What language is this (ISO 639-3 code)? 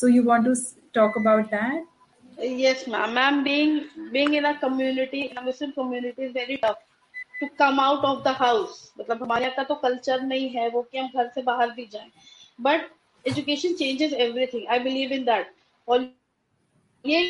hin